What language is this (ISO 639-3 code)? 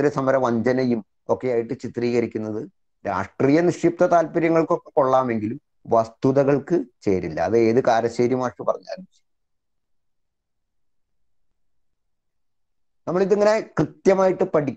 mal